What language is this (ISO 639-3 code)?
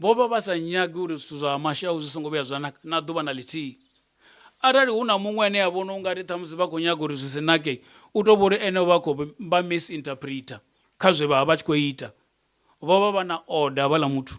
ven